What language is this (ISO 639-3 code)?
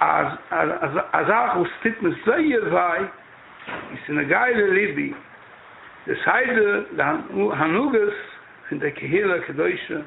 yid